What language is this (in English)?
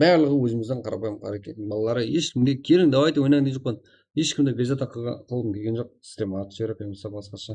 Kara-Kalpak